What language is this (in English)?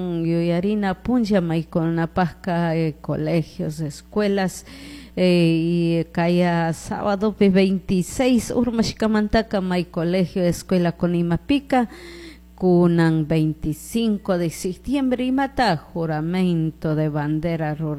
Chimborazo Highland Quichua